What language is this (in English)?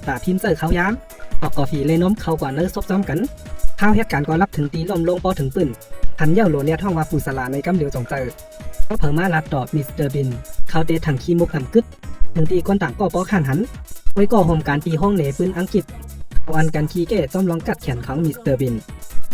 Shan